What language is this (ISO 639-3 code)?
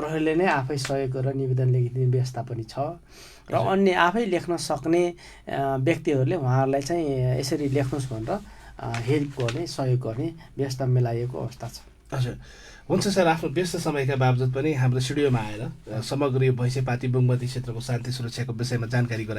nep